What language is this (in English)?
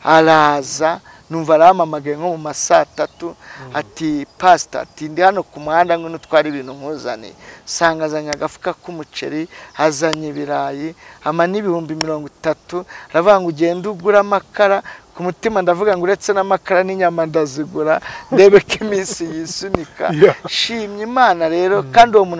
Kinyarwanda